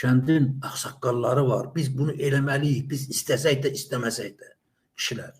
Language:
Azerbaijani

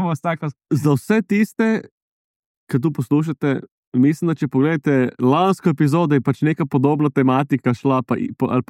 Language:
Slovenian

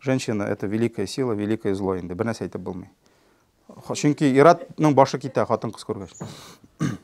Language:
Tatar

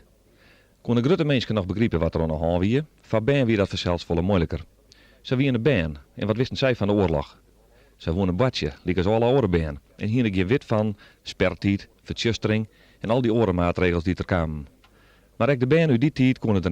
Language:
Western Frisian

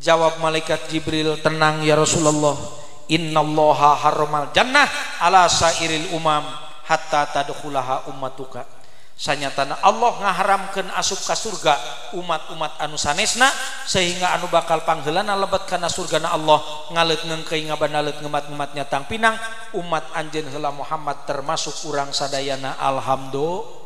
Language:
Sundanese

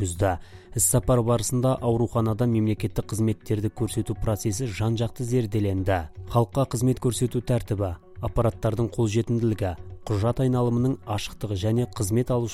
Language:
Kazakh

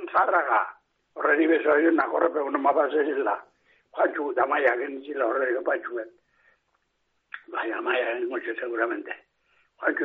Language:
Basque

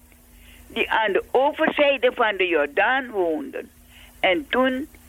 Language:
Dutch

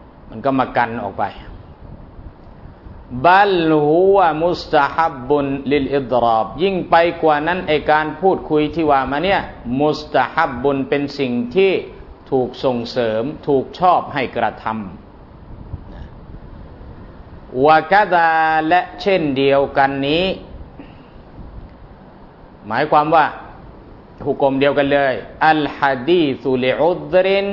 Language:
Thai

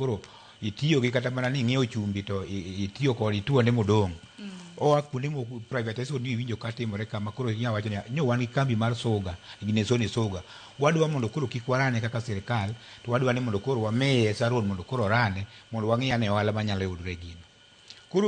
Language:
Luo (Kenya and Tanzania)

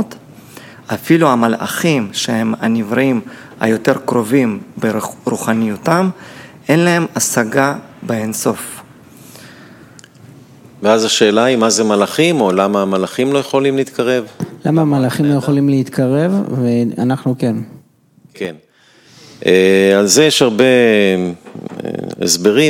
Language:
Hebrew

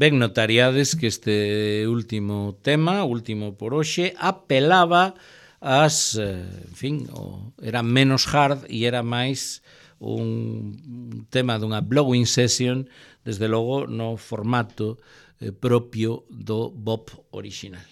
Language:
Galician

